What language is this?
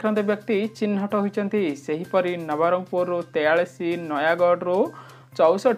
Odia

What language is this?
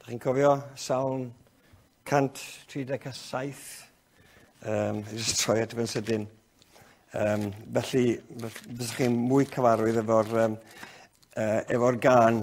Welsh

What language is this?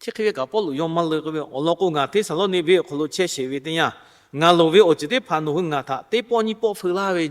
Lahu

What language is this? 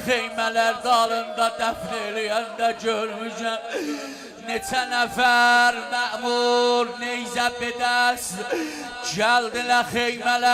South Azerbaijani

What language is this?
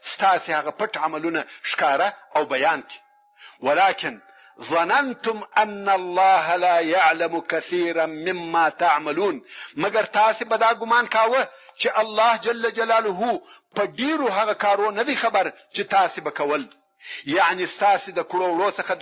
Pashto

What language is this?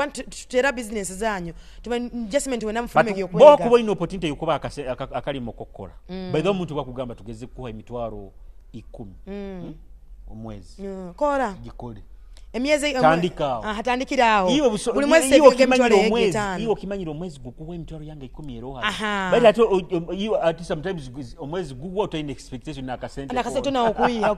Nyoro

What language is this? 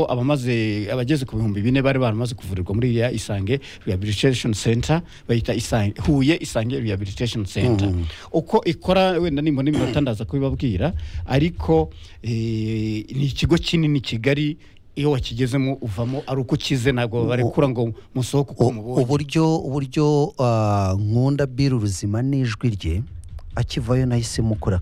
Kinyarwanda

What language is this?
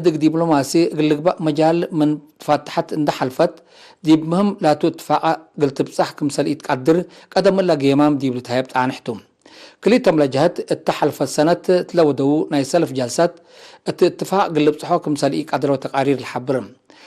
Tigre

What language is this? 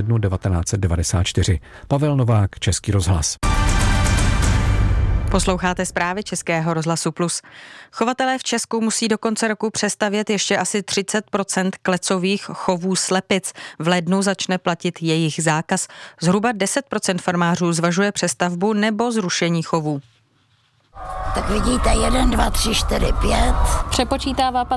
Czech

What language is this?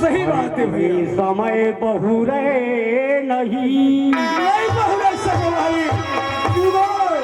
Chhattisgarhi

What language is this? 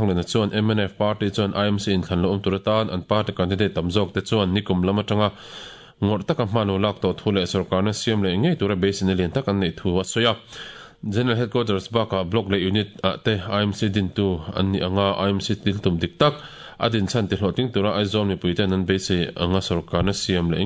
Mizo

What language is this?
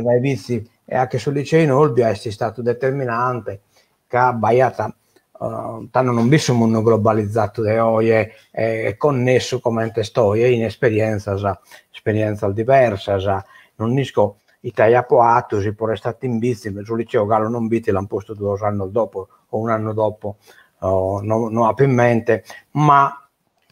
Sardinian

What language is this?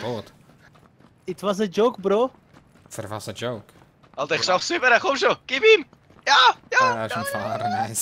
Swiss German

